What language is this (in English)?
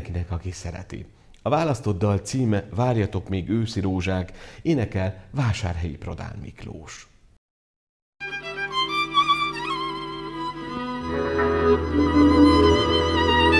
Hungarian